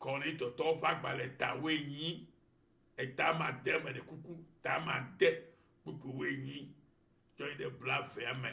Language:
Ewe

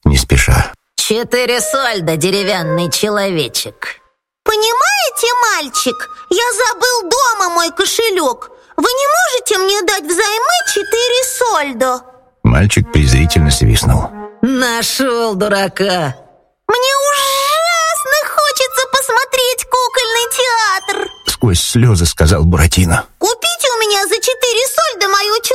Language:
Russian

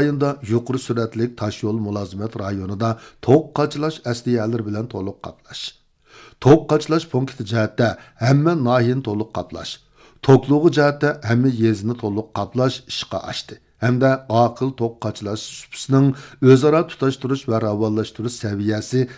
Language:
Uyghur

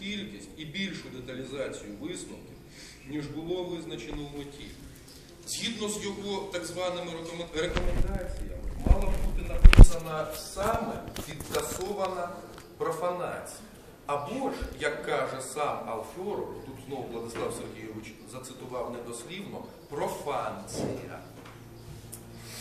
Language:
Ukrainian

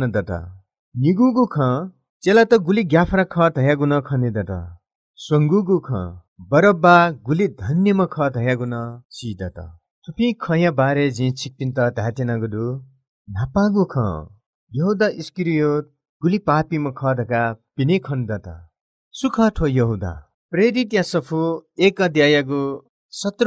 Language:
Newari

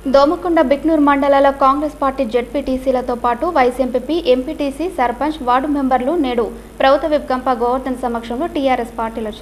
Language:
Telugu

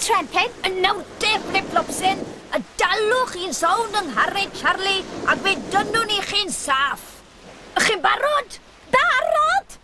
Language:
Welsh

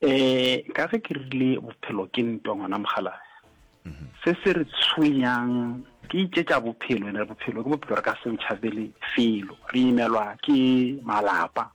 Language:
Northern Sotho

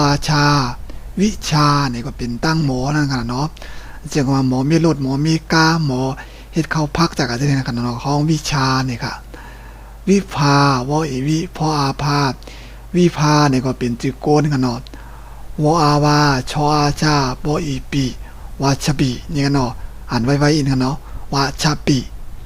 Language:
Shan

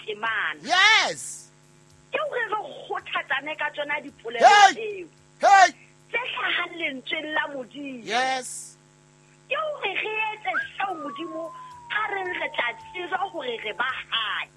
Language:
Southern Sotho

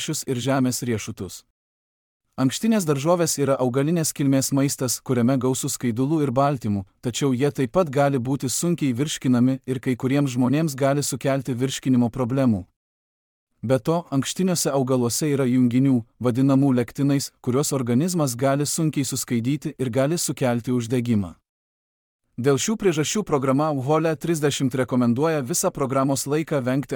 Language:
Lithuanian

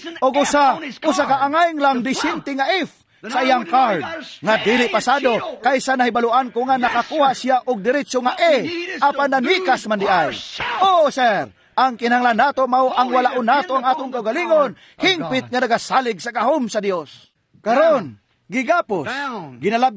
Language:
Cebuano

